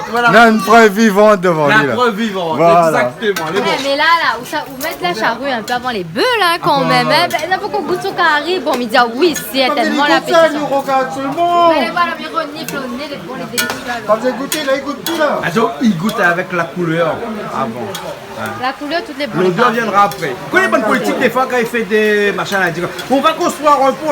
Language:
Réunion Creole French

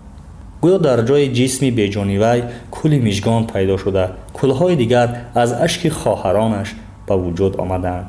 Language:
Tajik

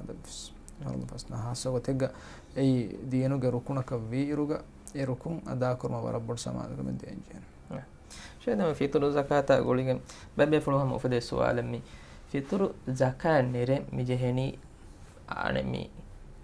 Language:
Divehi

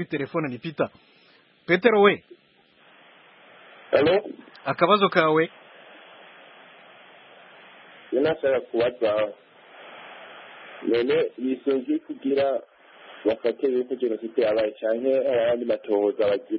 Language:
Kinyarwanda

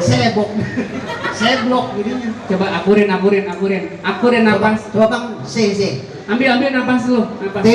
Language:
Betawi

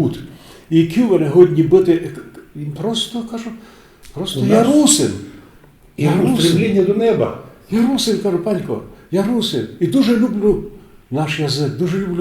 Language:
Rusyn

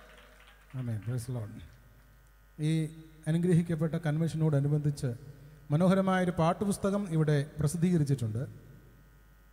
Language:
Malayalam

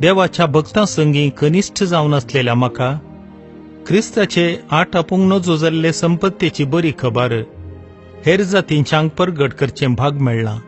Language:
Konkani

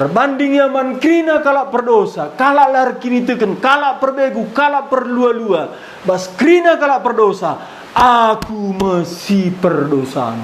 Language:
Batak Karo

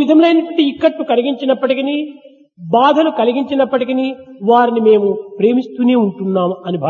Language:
Telugu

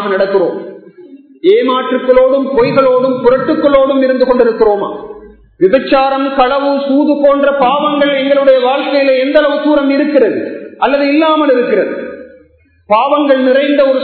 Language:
Tamil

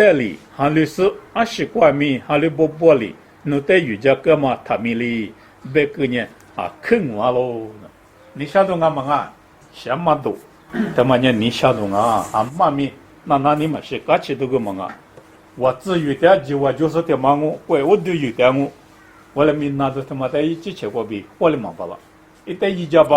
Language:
Lisu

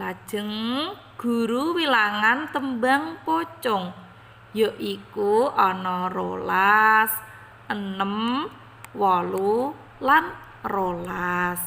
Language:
Javanese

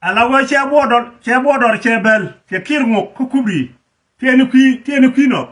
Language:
Nuer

